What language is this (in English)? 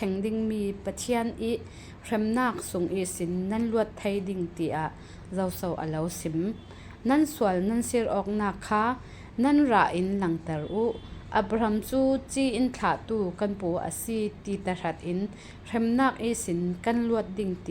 Falam Chin